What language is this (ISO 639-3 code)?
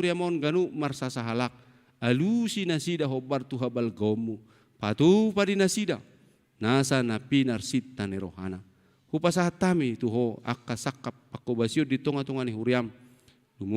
bbc